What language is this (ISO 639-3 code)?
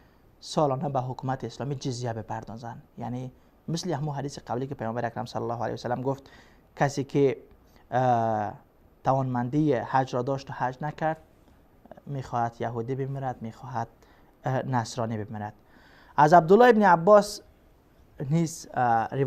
fas